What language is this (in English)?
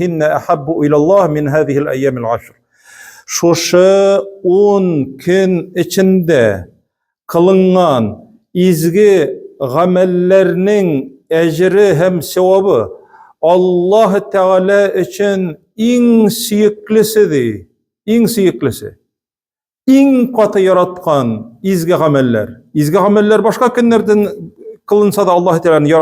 Tatar